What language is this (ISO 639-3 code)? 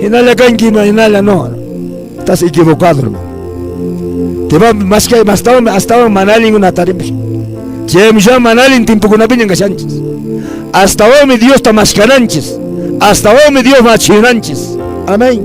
que